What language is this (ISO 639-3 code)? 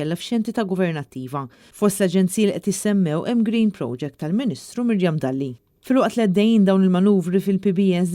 mlt